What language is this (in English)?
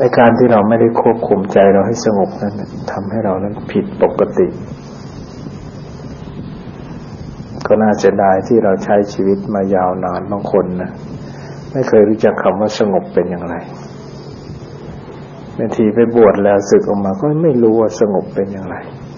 Thai